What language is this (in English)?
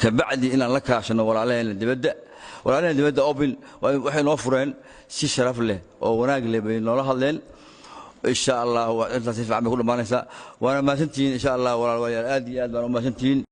Somali